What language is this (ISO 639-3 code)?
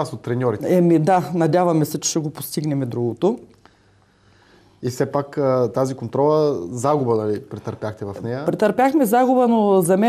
bul